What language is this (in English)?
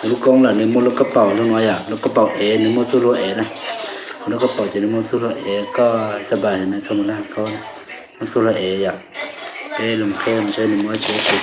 Hmong